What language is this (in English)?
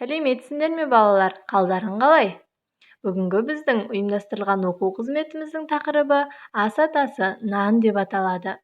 Kazakh